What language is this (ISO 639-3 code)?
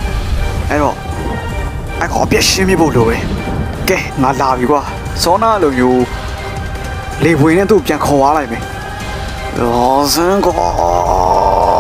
mya